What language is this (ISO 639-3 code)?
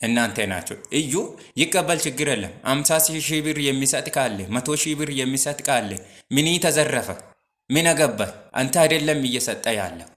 amh